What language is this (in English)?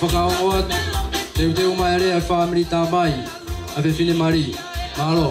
Tongan